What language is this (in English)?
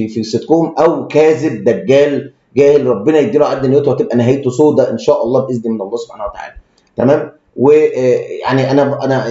Egyptian Arabic